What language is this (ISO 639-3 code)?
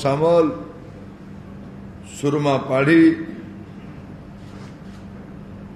ori